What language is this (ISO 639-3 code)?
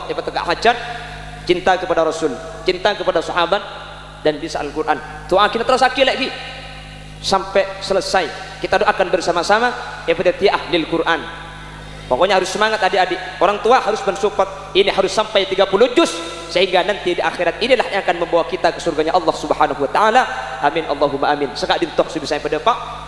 mad